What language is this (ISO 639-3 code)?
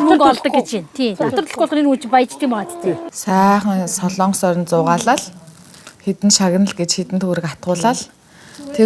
mon